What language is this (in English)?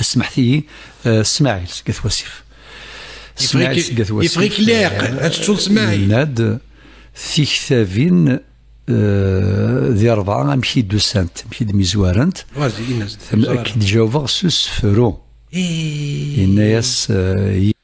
Kabyle